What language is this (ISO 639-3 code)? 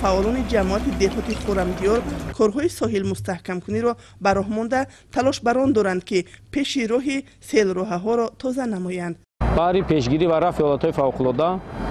tgk